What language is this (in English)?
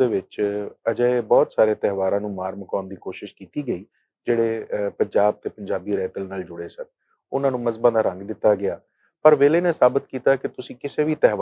Western Panjabi